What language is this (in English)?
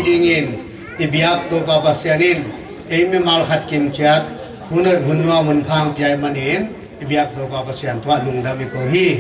Tedim Chin